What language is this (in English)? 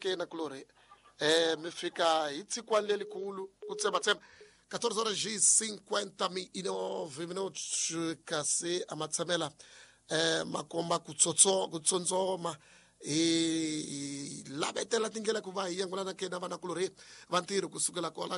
Tsonga